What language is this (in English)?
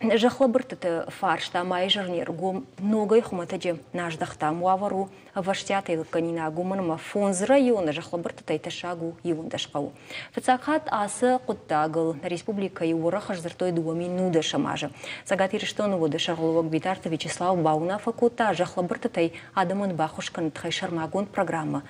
Ossetic